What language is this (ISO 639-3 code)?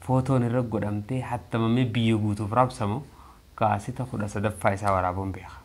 orm